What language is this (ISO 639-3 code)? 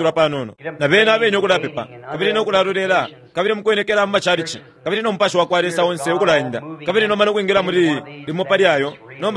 bem